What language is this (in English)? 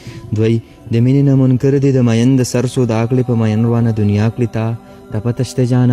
Pashto